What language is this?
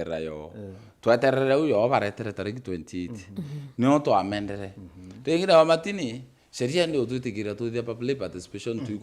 Meru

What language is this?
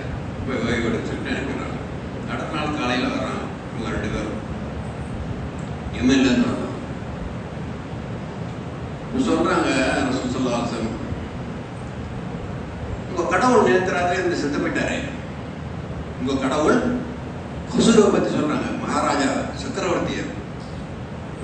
Tamil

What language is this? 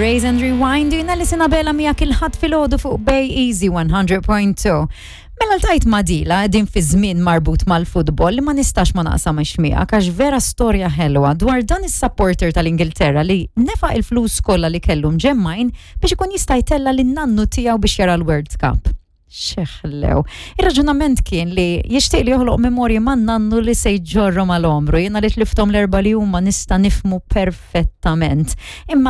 Maltese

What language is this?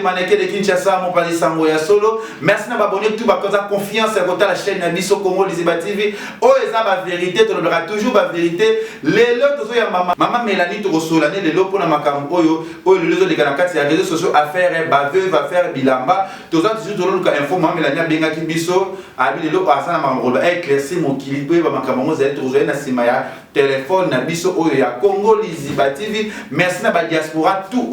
Lingala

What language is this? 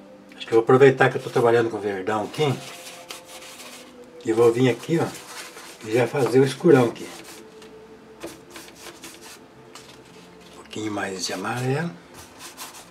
Portuguese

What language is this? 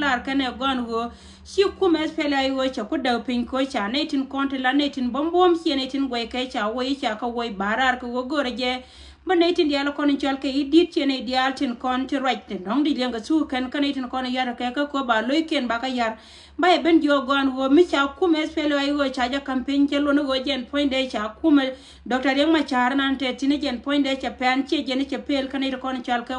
Nuer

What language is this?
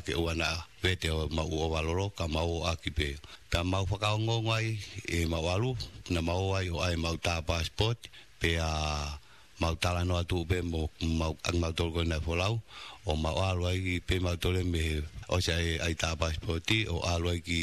Tongan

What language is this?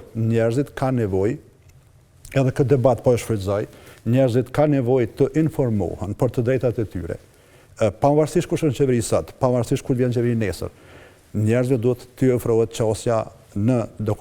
Albanian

